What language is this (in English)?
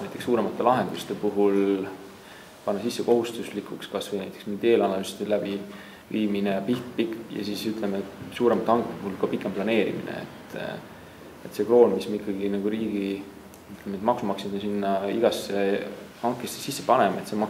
Estonian